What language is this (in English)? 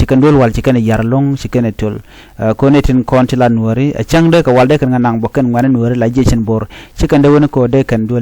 Nuer